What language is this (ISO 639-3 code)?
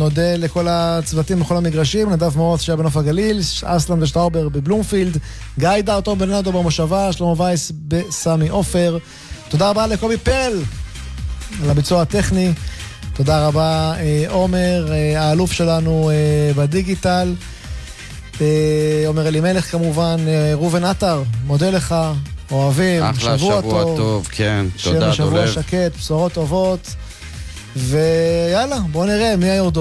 heb